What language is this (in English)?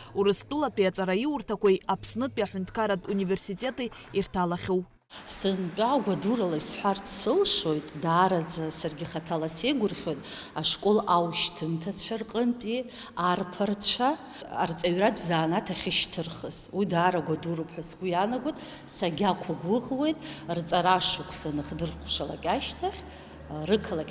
Abkhazian